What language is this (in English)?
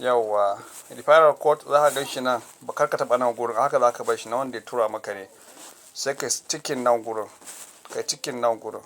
Hausa